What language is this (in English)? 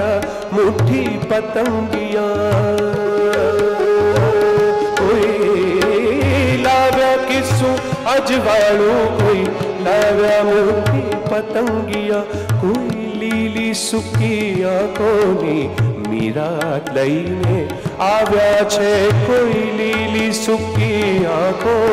Gujarati